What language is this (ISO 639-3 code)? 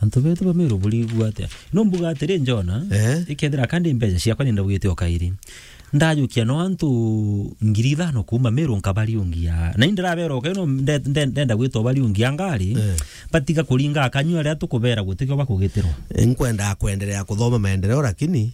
mer